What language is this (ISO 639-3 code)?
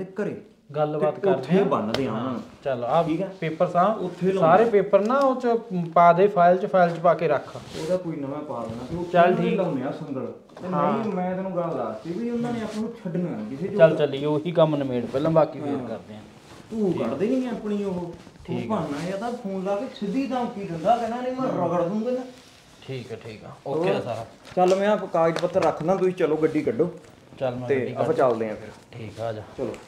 pan